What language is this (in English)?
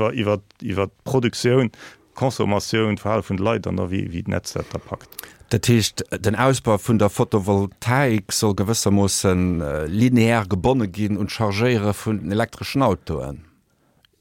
Luxembourgish